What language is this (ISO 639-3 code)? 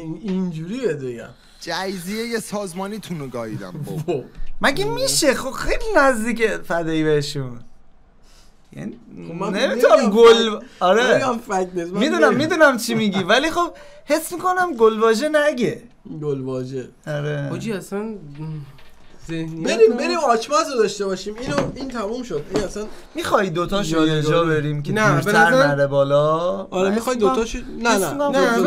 fas